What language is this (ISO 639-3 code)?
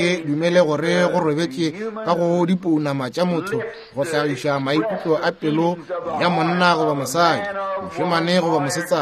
nso